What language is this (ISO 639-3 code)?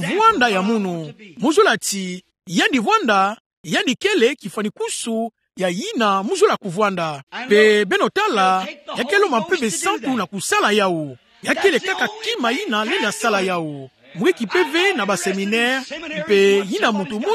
ktu